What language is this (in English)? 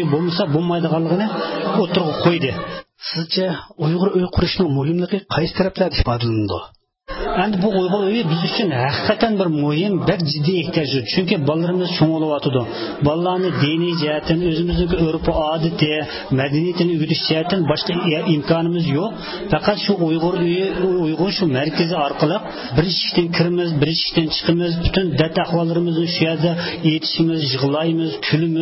Uyghur